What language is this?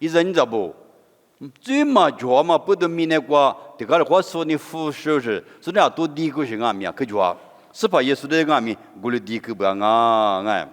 Lisu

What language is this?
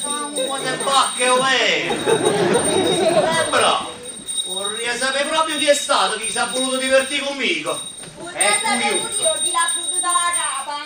Neapolitan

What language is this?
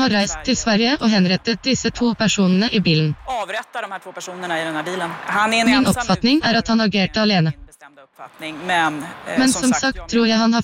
Norwegian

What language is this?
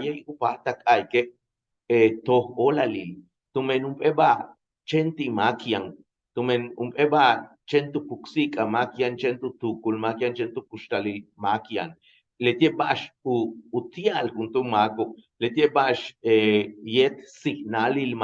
Yucateco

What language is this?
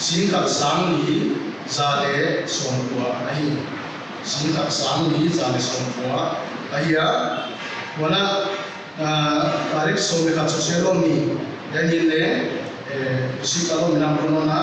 Paite Chin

